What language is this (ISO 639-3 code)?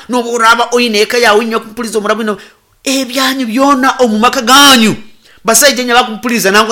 nyn